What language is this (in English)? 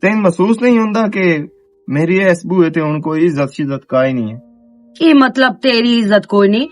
Western Panjabi